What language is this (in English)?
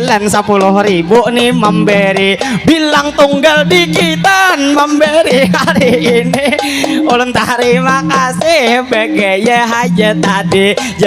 Banjar